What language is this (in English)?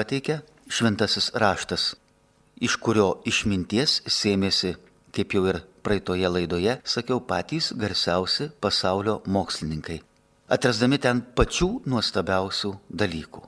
Lithuanian